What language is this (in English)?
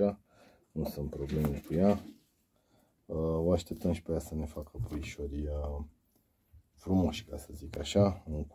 Romanian